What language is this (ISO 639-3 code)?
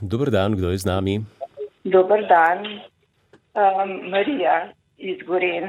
slv